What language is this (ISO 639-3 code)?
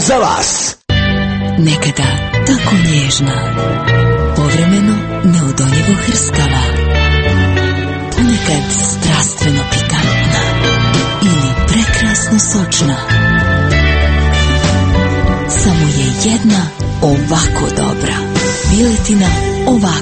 hrv